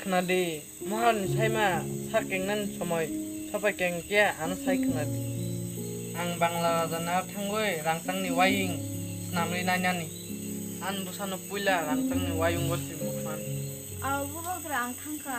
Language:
Kok Borok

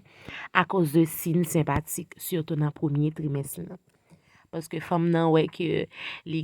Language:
Haitian Creole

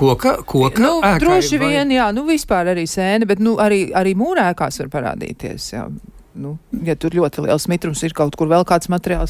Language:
Latvian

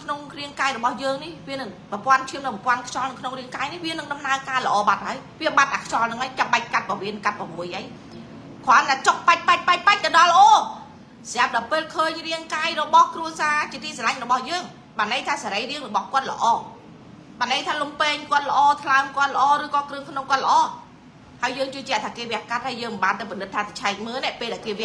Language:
Khmer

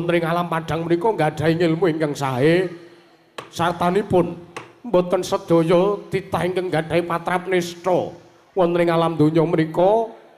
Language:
Javanese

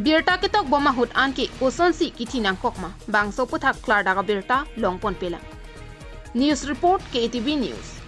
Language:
Karbi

